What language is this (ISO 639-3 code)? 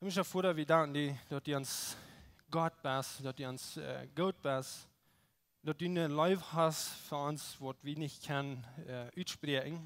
pdt